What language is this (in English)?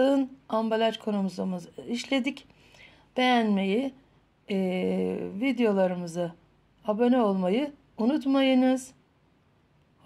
Turkish